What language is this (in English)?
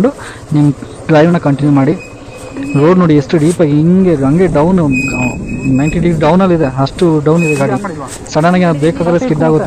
Kannada